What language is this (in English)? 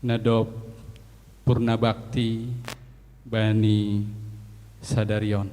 Batak Simalungun